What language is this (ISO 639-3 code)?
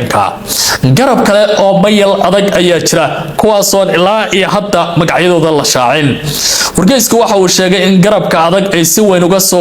som